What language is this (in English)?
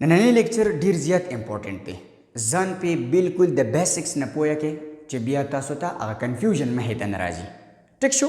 Pashto